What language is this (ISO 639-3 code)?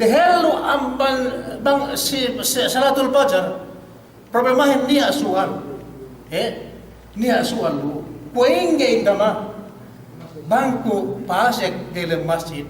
yka